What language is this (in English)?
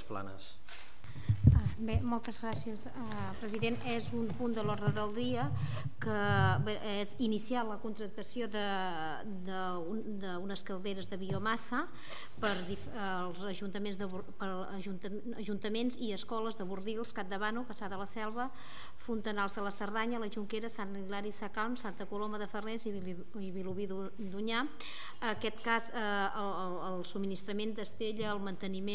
Catalan